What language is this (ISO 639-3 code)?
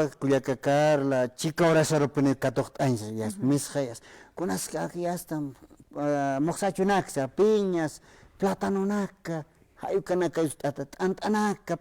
aym